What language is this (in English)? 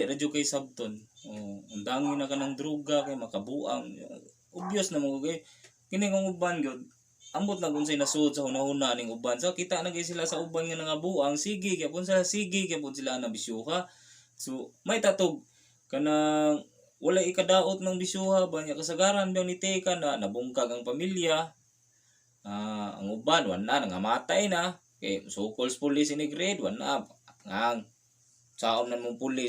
Cebuano